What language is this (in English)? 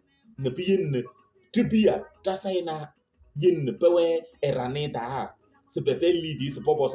Kabiyè